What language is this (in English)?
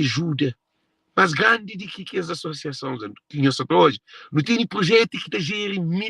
Kabuverdianu